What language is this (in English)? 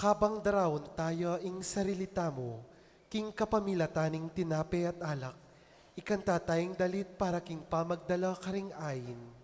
Pampanga